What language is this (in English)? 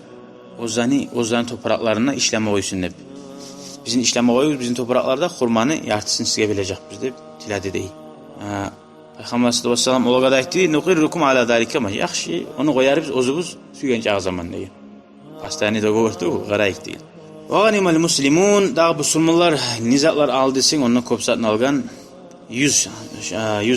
Kumyk